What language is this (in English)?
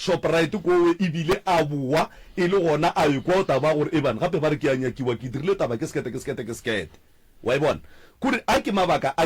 Northern Sotho